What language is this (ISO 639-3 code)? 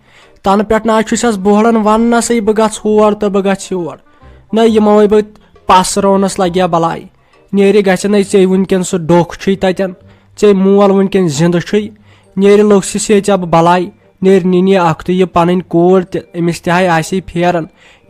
kas